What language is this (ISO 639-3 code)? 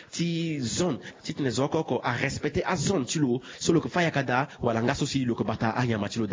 sag